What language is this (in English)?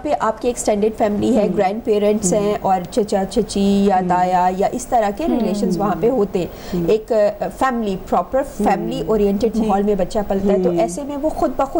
Urdu